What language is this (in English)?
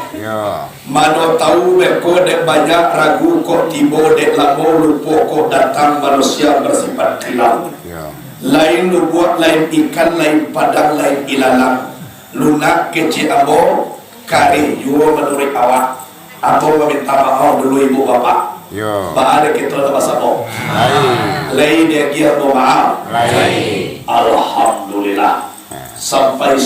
Minangkabau